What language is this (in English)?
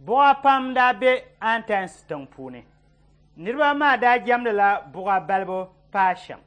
Dagbani